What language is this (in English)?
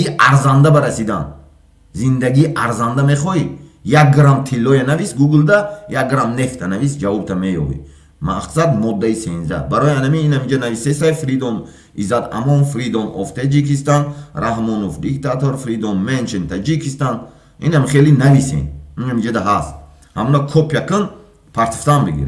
Tajik